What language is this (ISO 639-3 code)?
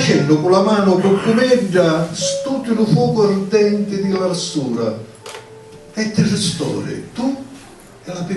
scn